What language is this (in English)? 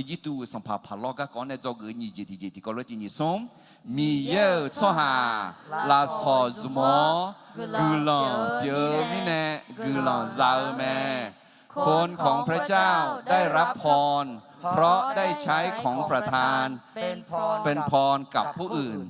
Akha